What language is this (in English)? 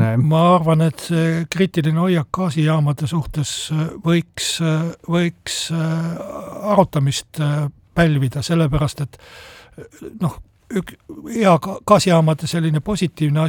Estonian